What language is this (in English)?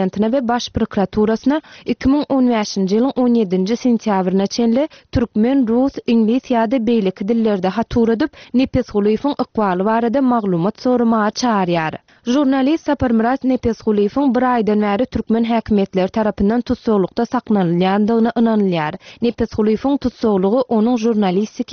Turkmen